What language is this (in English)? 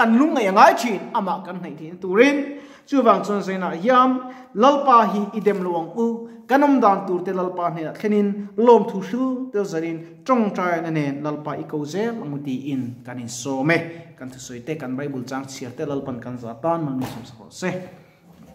Mizo